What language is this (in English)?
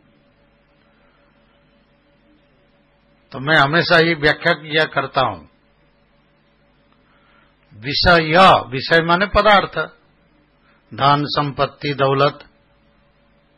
Hindi